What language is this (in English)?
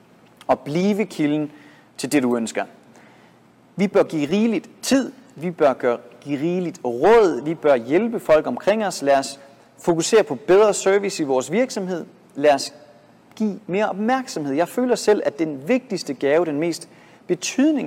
Danish